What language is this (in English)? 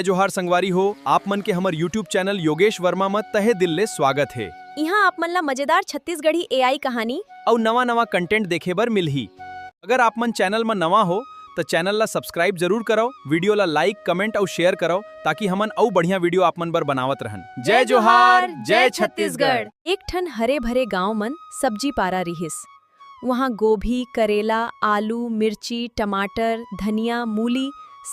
Chhattisgarhi